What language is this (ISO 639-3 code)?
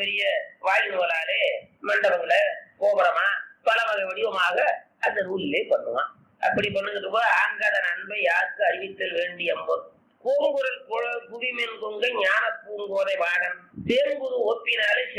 tam